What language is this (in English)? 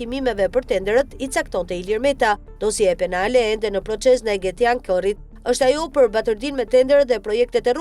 Albanian